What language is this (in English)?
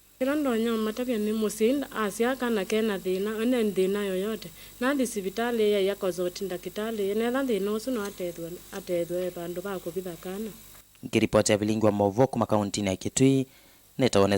Kamba